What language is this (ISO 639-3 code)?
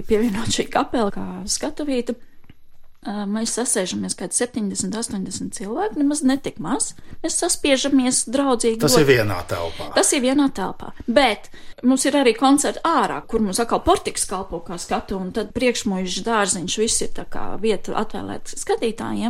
lav